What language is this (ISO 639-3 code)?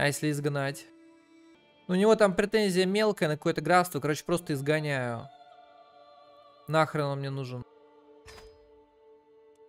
rus